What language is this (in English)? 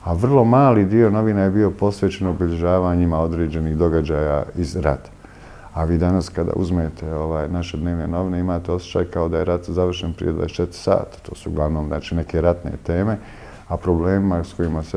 Bosnian